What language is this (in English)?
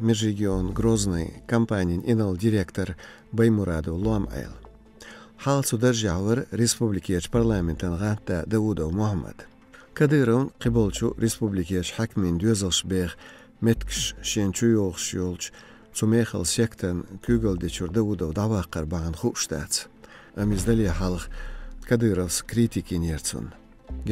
Chechen